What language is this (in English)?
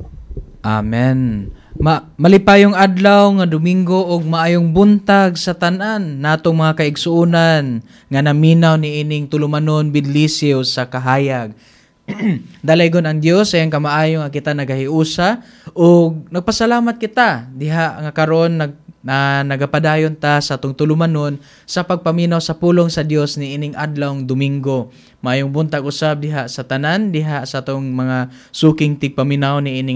Cebuano